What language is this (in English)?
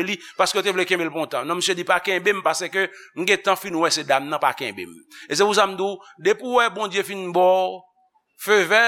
Haitian Creole